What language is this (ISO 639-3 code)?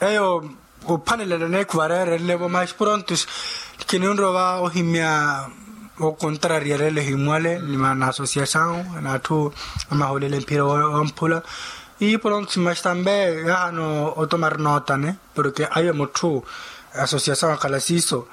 vmw